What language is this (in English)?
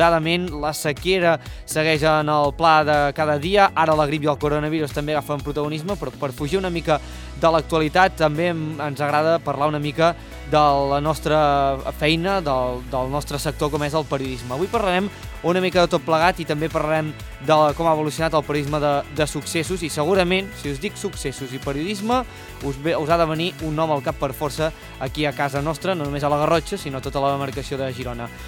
Catalan